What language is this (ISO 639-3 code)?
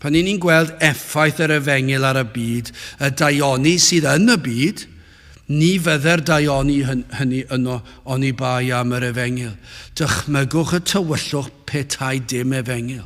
cym